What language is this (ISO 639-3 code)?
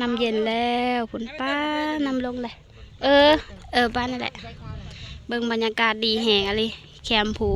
lao